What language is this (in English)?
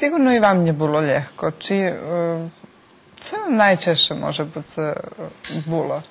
Rusyn